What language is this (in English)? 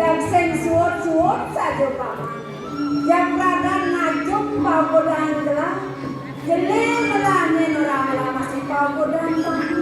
Balinese